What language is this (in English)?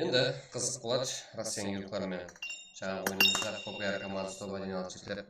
Kara-Kalpak